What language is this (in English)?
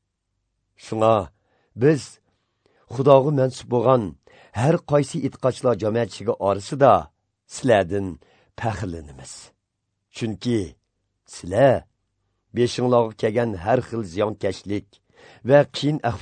Uyghur